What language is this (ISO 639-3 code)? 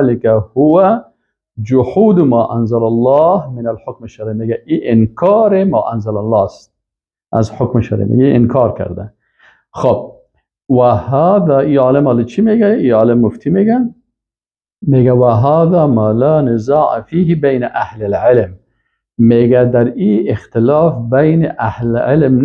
fas